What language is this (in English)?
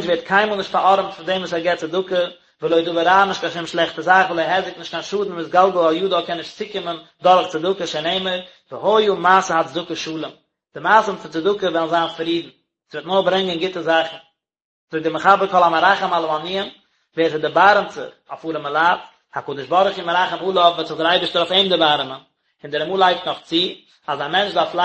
Yiddish